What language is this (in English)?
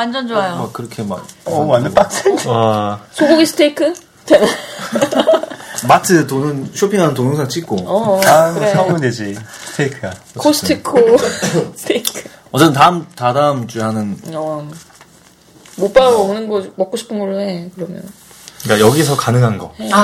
Korean